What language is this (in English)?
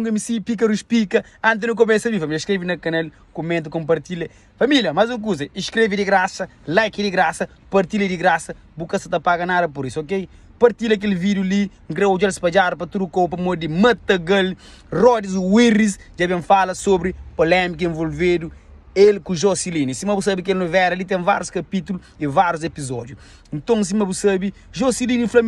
Kabuverdianu